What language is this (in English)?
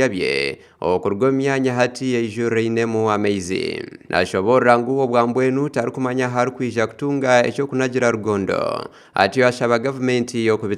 Nyankole